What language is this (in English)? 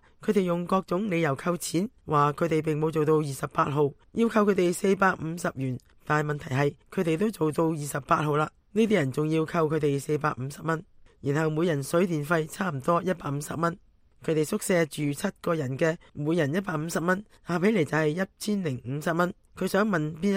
Cantonese